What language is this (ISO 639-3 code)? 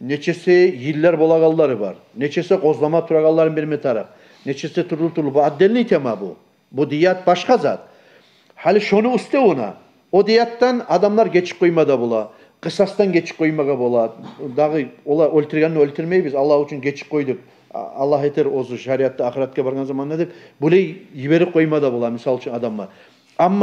kum